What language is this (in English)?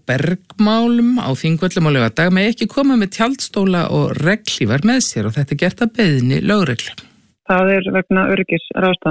Icelandic